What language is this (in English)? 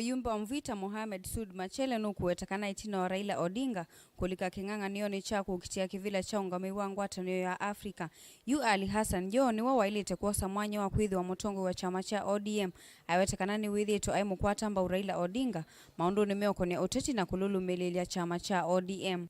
Kamba